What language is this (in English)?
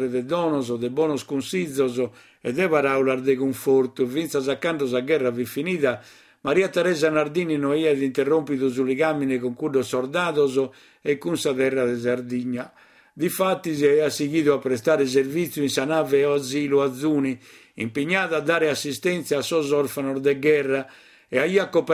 Sardinian